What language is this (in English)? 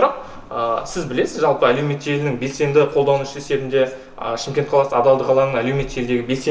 Kazakh